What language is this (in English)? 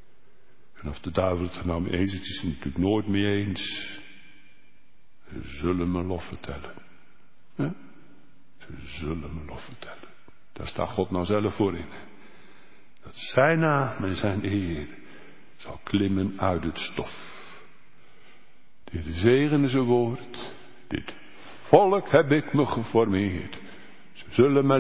Dutch